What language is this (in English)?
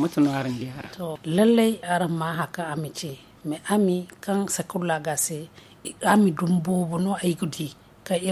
Zarma